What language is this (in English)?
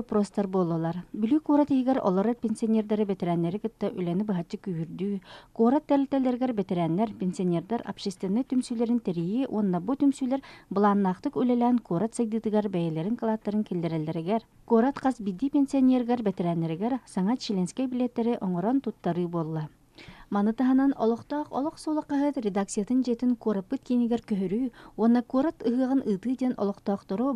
Yakut